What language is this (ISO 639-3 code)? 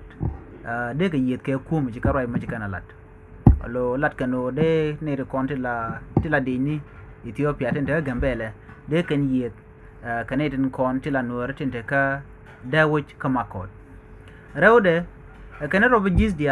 nus